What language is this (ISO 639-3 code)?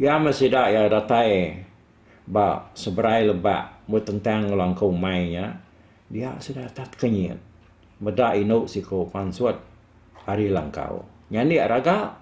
iba